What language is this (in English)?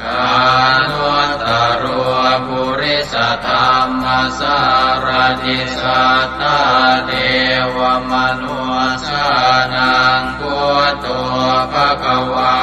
Pali